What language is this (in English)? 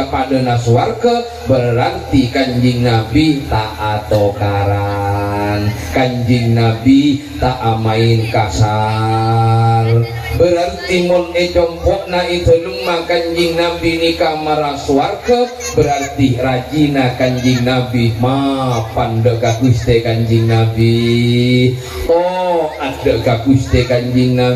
Madurese